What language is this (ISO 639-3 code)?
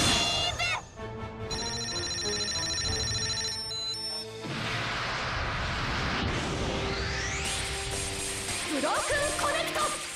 jpn